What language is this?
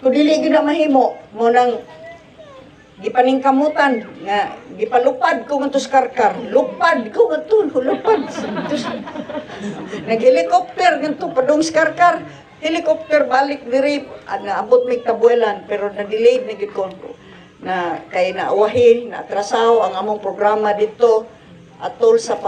Cebuano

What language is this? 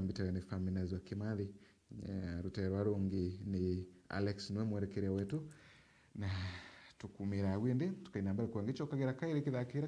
Meru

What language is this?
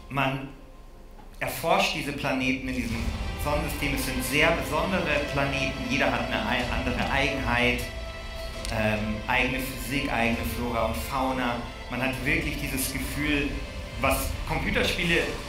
German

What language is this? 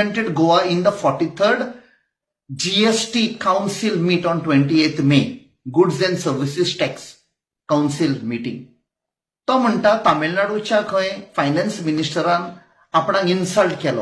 Konkani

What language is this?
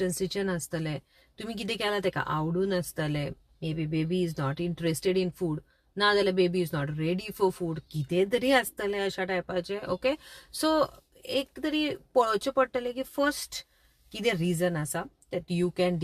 Konkani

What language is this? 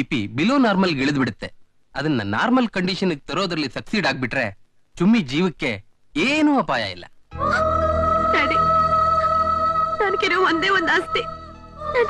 Kannada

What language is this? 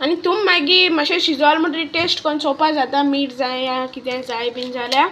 Konkani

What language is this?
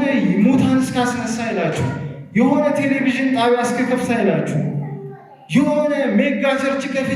Amharic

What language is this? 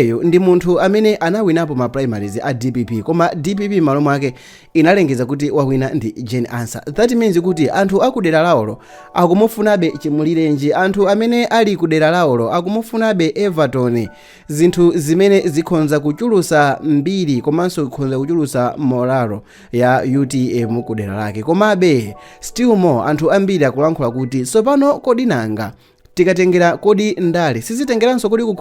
Nyanja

